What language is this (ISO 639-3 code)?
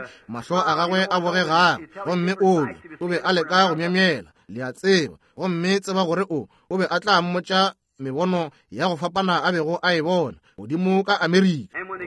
nso